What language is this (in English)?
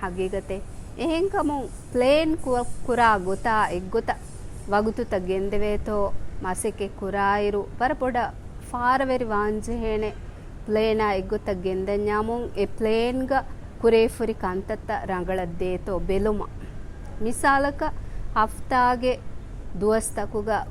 Divehi